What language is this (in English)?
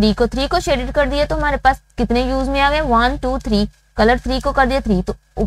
Hindi